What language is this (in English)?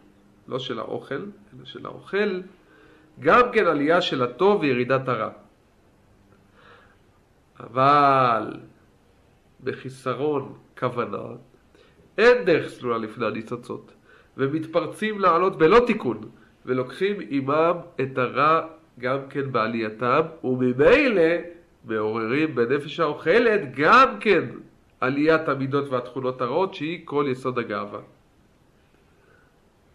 Hebrew